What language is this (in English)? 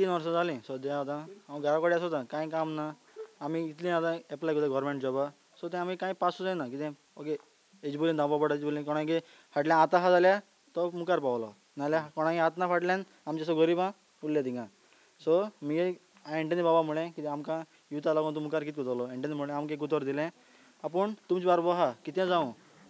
Konkani